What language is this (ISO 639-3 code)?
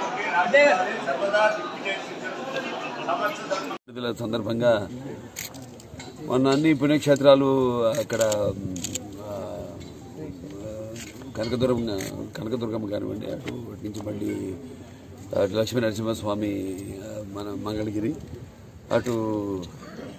tel